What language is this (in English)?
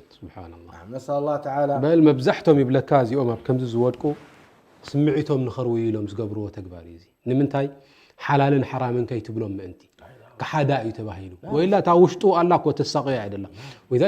Tigrinya